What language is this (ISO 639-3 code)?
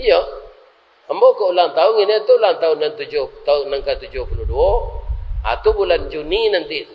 min